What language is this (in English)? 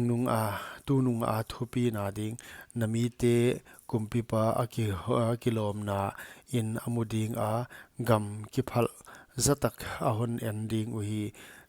Paite Chin